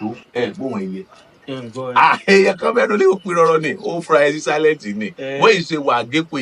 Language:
Yoruba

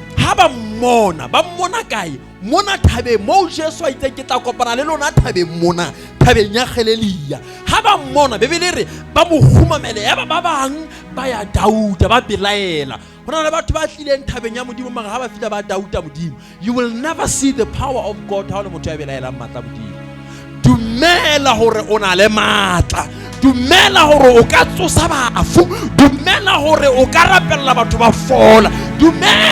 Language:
Southern Sotho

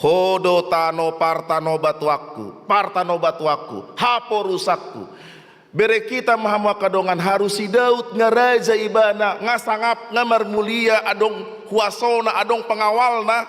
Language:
Batak Toba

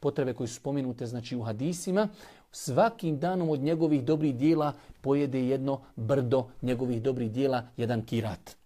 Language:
Bosnian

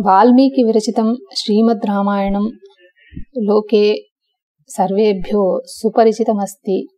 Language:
Sanskrit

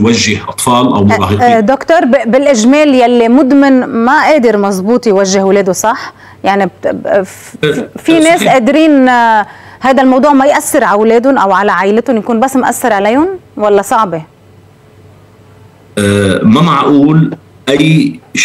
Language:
North Levantine Arabic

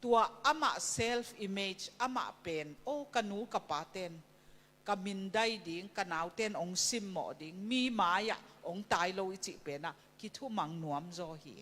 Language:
Tedim Chin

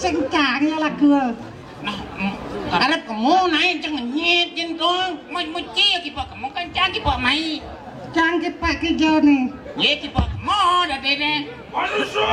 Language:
Balinese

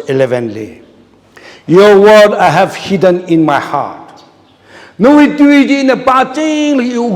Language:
Tangkhul Naga (India)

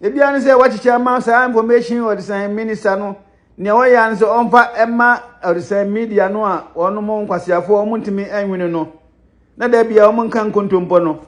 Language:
Akan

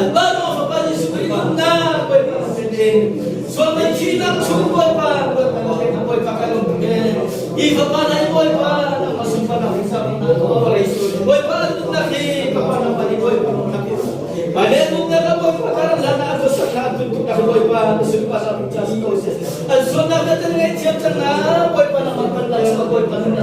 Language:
Hakha Chin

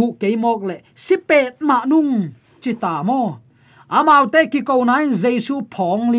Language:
Tedim Chin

